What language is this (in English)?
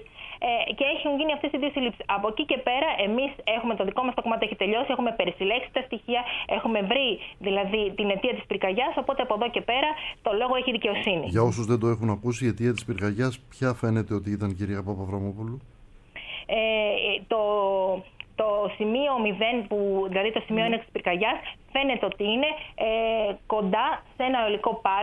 Greek